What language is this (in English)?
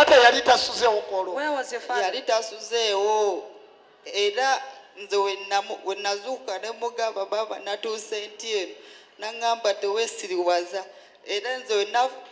Ganda